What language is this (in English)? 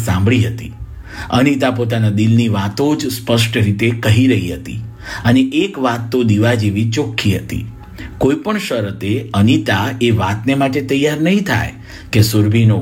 Gujarati